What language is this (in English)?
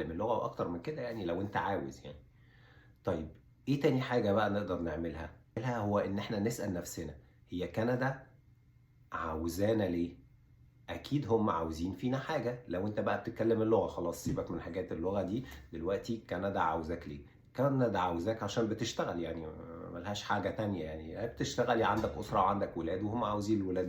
Egyptian Arabic